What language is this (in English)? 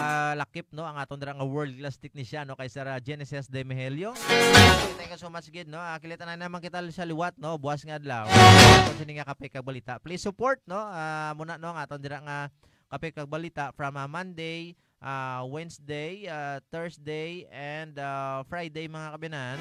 Hiligaynon